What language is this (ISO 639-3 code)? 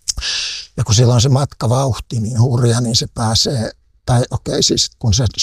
fin